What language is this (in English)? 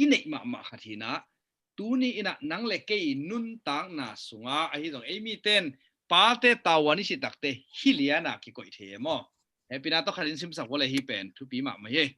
Tedim Chin